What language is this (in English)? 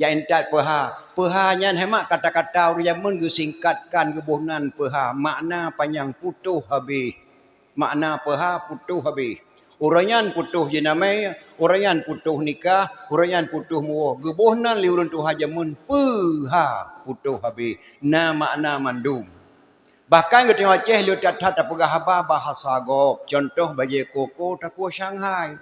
Achinese